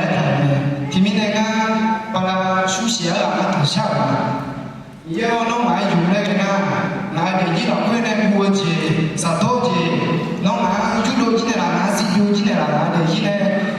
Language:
Akha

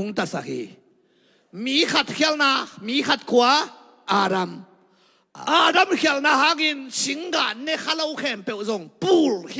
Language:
Tedim Chin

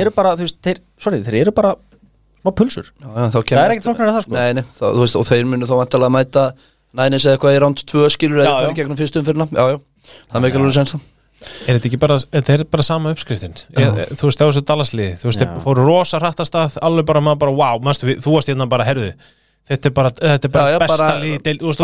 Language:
Icelandic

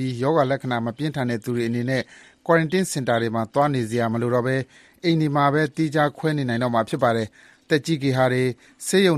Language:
Burmese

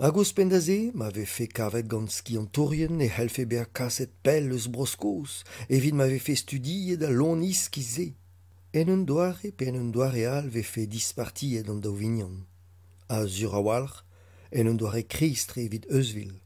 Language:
Breton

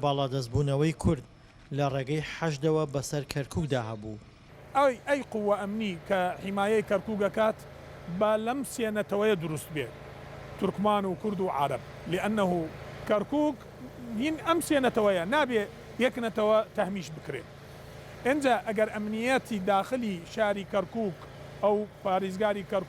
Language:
Central Kurdish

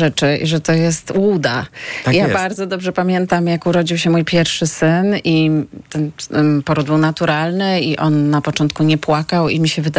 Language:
Polish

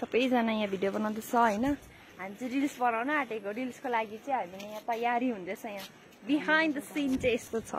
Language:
Nepali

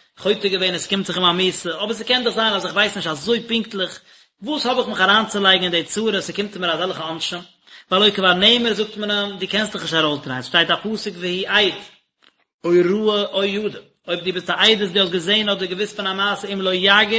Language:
Yiddish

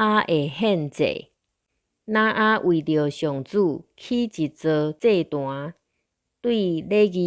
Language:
Min Nan Chinese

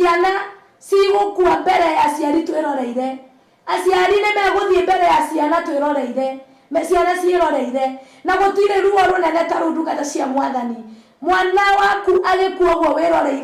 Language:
Kikuyu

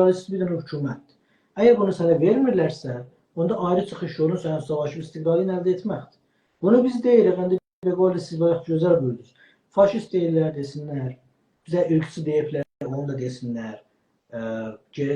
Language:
South Azerbaijani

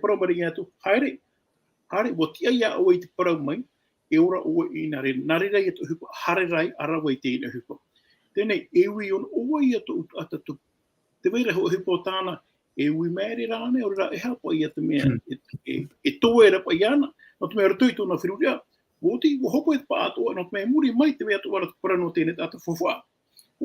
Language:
Tahitian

